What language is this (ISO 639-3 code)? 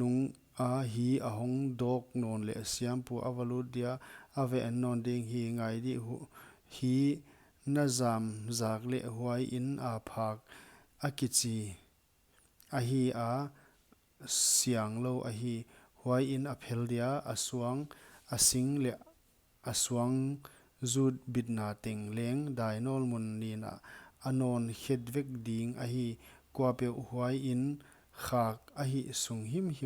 pck